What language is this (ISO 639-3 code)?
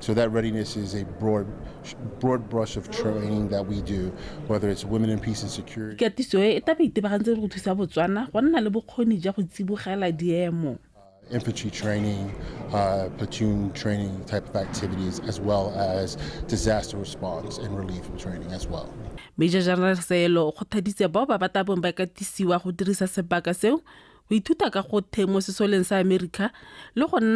tsn